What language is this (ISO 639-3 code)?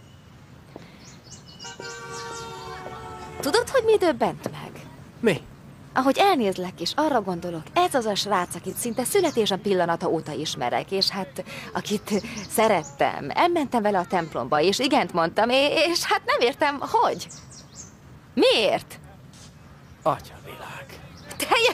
hun